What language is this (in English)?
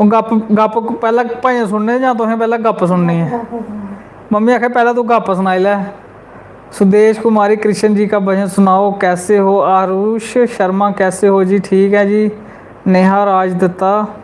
Dogri